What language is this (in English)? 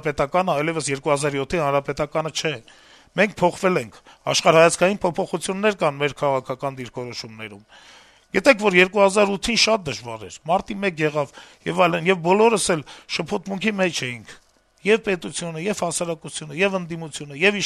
Armenian